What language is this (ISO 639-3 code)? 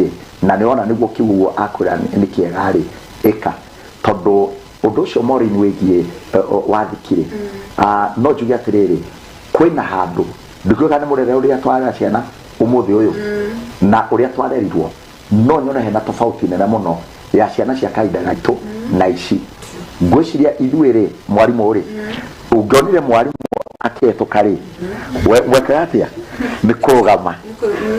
kik